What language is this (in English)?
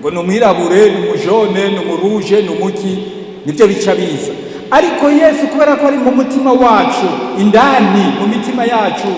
Rundi